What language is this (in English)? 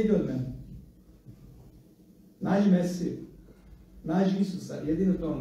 Croatian